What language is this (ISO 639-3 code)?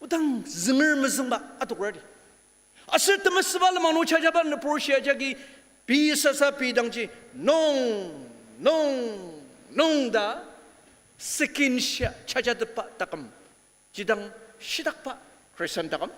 njo